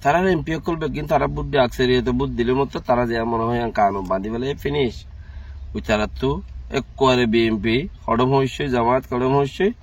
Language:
Rohingya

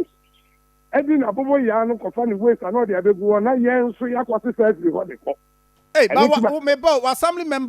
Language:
Akan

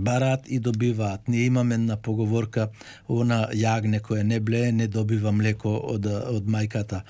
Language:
Macedonian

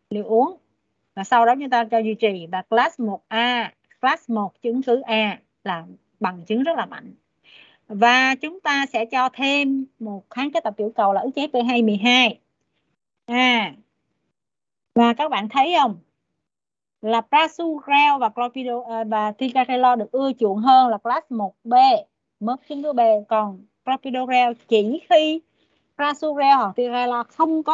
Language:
Vietnamese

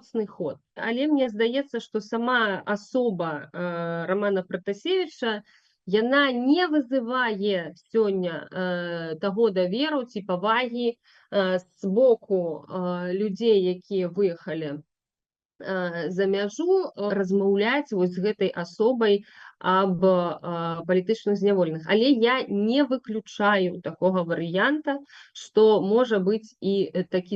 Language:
Belarusian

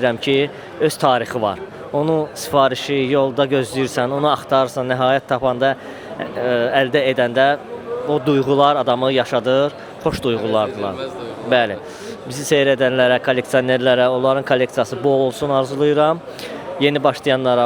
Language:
Azerbaijani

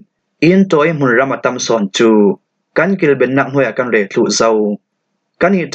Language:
Falam Chin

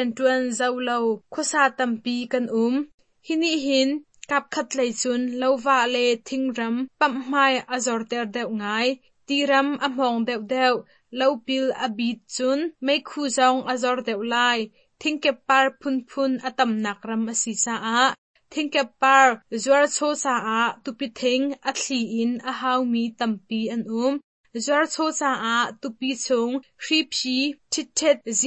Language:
Hakha Chin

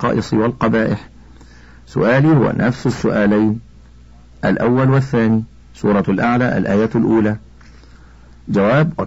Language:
Arabic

